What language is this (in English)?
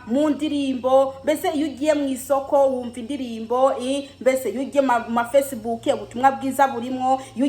Kinyarwanda